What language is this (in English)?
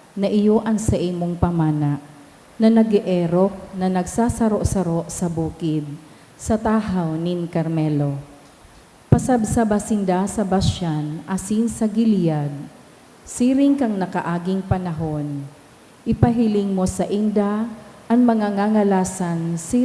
Bikol